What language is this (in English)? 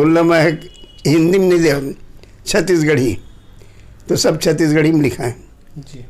Chhattisgarhi